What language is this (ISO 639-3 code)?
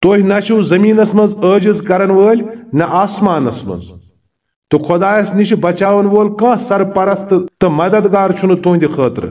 kas